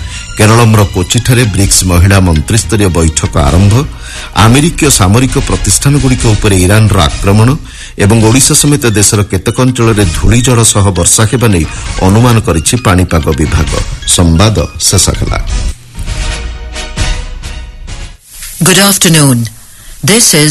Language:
Odia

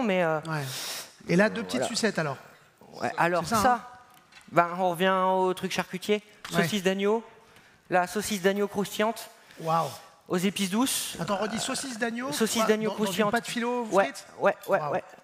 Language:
French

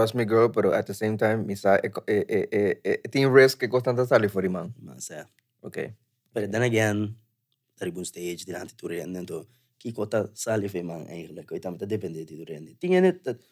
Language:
Papiamento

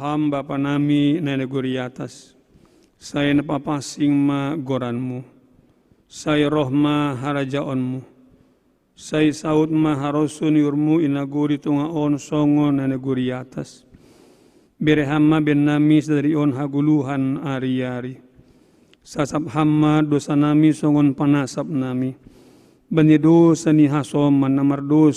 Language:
Batak Simalungun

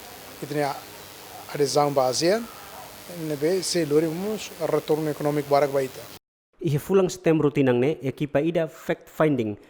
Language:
Tetum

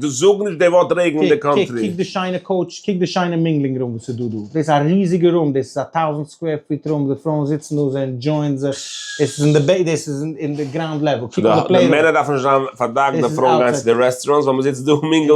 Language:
Yiddish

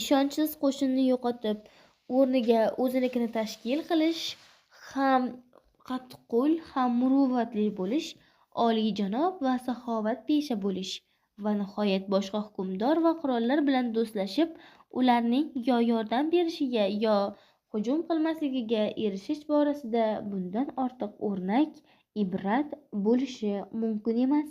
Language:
Uzbek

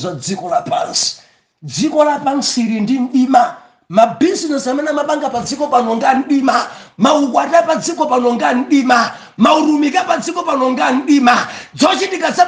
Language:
Nyanja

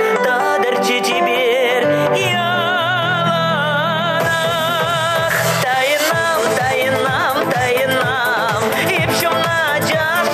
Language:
Chuvash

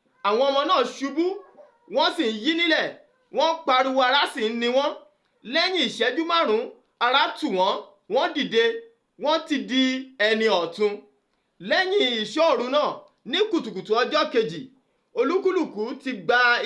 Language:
Yoruba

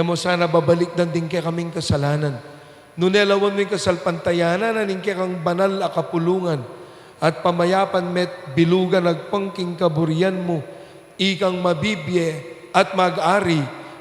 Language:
Pampanga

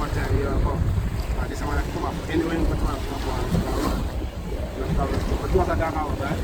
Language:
Jamaican Creole English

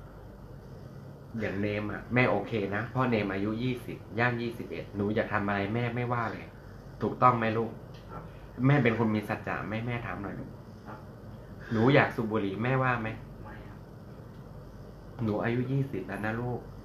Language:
Thai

